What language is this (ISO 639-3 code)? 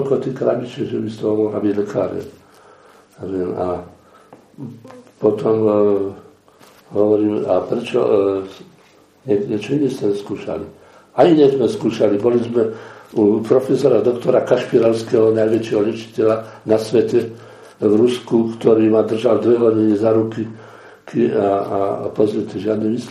slk